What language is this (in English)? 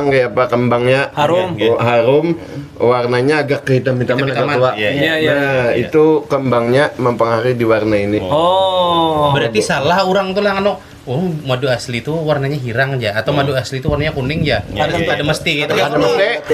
Banjar